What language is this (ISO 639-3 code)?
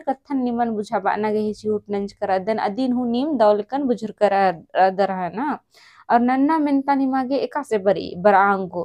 kru